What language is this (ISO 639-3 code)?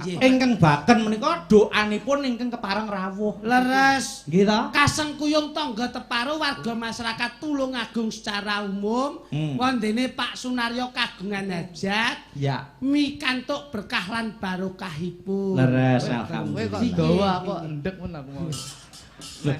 jav